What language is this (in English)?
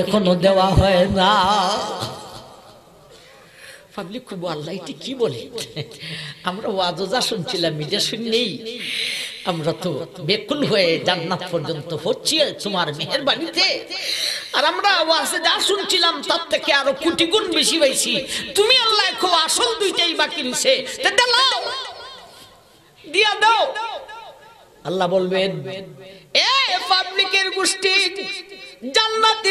Bangla